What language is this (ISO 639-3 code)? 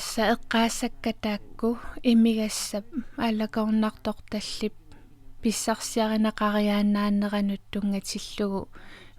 kal